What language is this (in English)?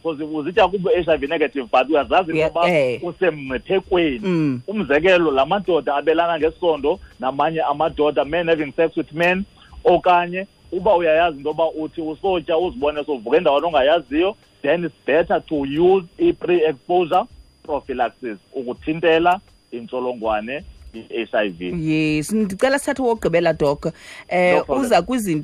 Xhosa